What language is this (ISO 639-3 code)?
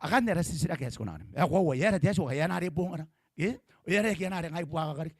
gil